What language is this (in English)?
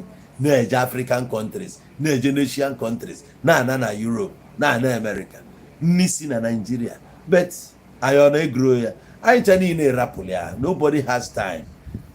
Igbo